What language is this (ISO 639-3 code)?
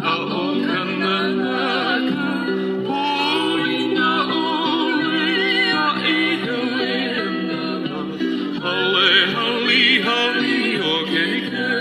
haw